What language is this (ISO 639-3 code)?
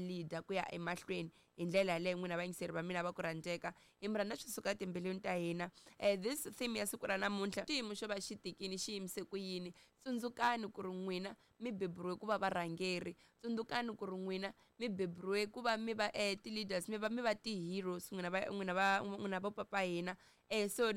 tso